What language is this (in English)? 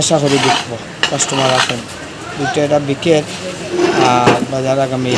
Sylheti